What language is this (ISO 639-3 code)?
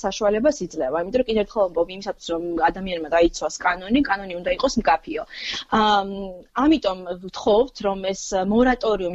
kat